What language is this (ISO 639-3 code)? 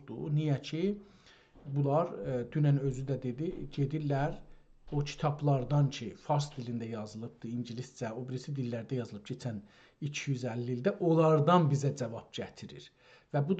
azb